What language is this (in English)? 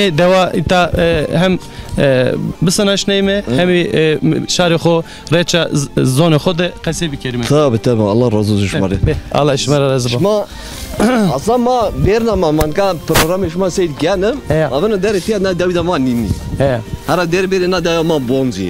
Zaza